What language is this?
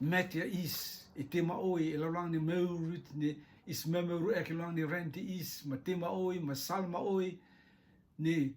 Rotuman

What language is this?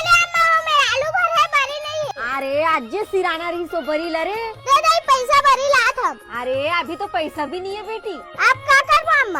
Chhattisgarhi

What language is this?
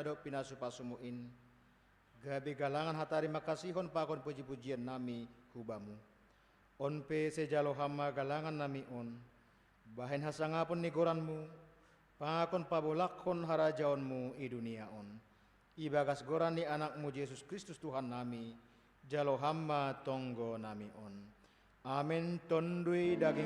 Batak Simalungun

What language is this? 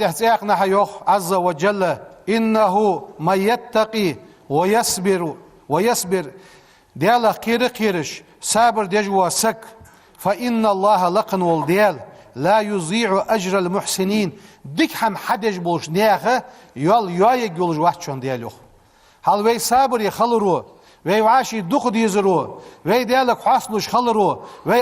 Ingush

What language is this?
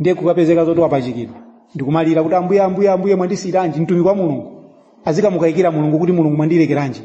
Nyanja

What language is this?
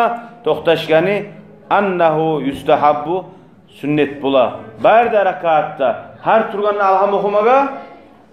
Kumyk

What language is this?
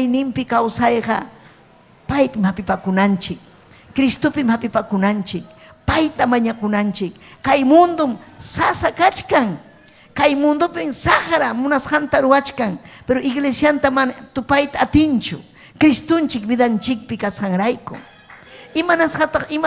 Ayacucho Quechua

